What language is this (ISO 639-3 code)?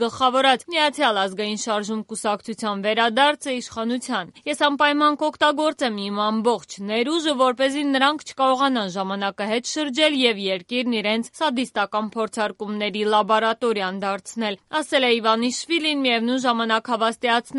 hye